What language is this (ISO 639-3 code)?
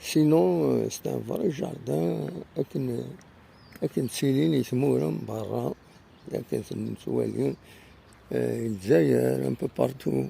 kab